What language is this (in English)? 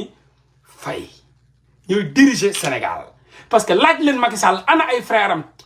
Wolof